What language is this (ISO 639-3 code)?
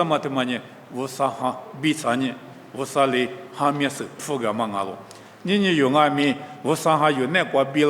lis